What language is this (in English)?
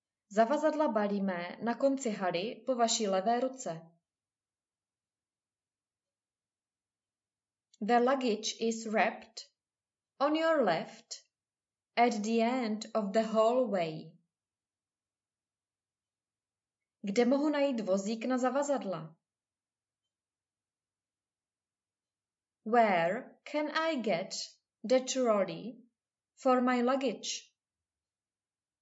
Czech